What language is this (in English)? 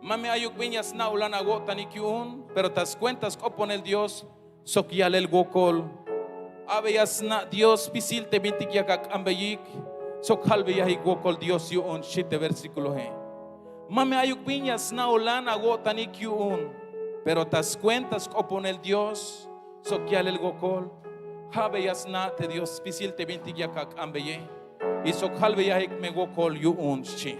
Tzeltal